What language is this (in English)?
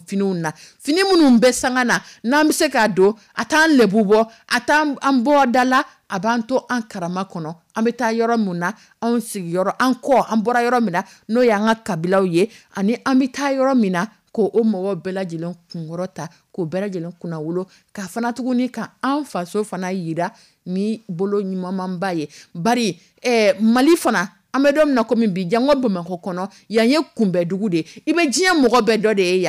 Dyula